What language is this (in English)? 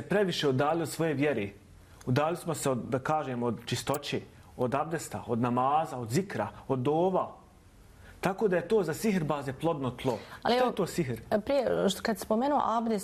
Bosnian